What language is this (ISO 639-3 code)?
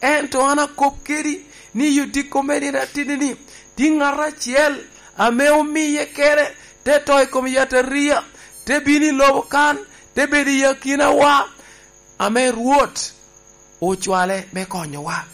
laj